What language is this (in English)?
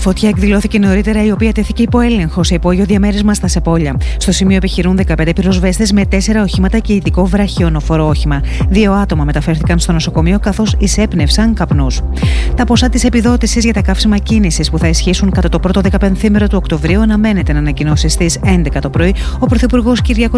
Greek